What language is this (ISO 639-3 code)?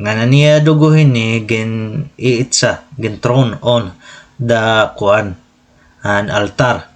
war